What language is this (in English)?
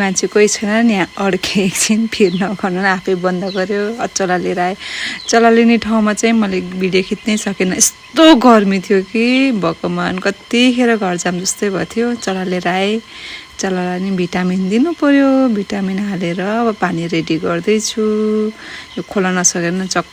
Nepali